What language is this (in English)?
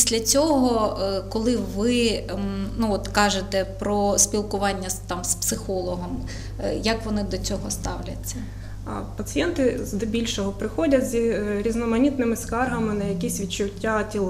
Ukrainian